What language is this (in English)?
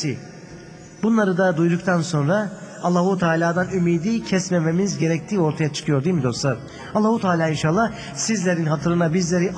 Turkish